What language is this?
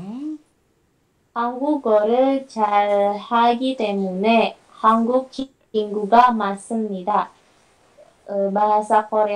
Korean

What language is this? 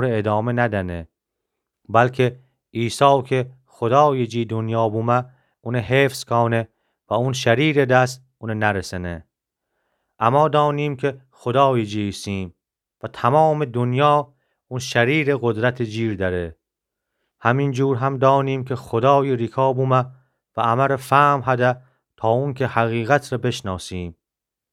Gilaki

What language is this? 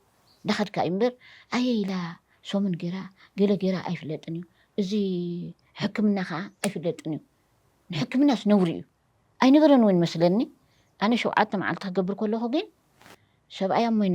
Tigrinya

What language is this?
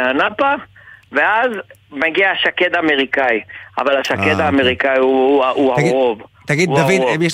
Hebrew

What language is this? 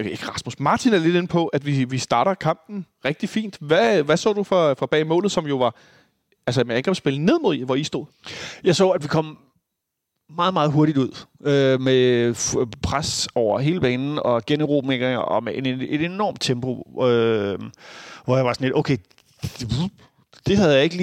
Danish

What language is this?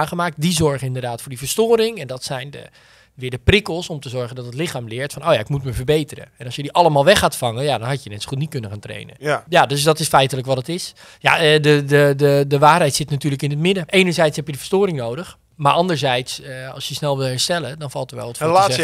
Dutch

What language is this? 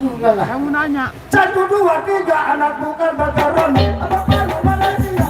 Sasak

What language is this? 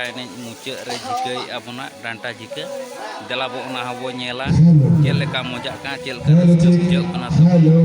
Santali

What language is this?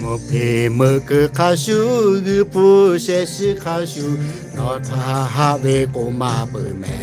Lahu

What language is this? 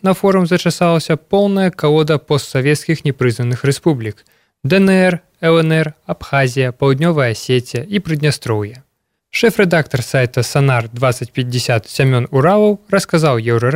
Belarusian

